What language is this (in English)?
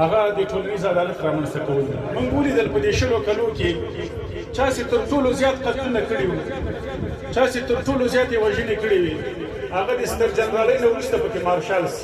Pashto